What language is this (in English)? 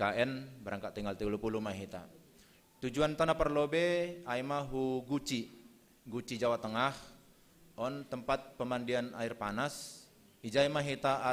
Batak Simalungun